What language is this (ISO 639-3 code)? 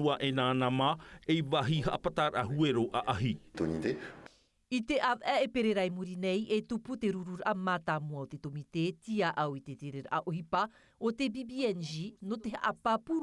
tah